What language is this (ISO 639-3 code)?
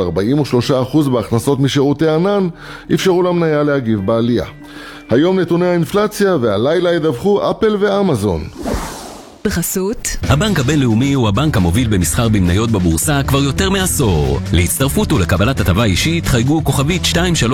heb